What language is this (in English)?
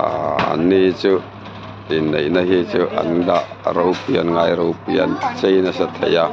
Mizo